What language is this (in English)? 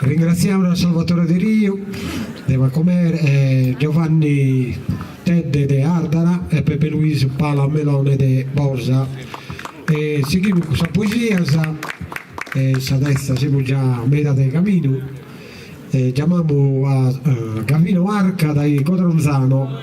Sardinian